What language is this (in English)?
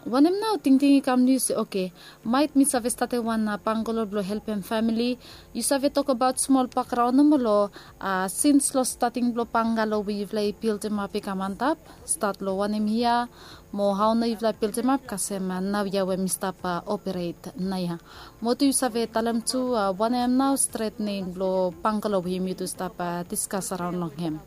Bislama